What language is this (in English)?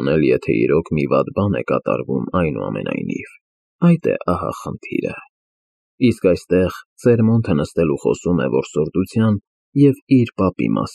Armenian